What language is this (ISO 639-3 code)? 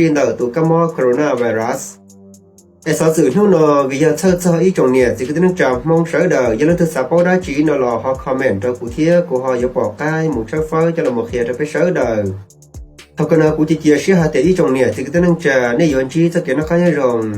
hmn